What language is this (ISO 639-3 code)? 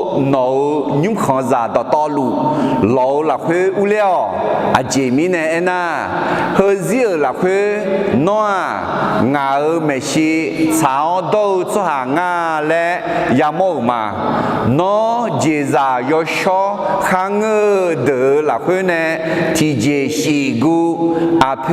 ahk